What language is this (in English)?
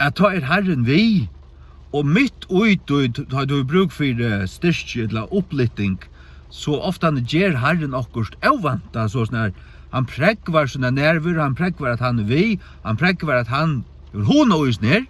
Faroese